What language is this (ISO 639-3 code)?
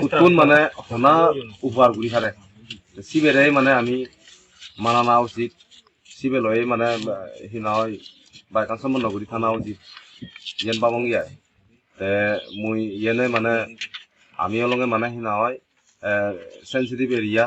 ccp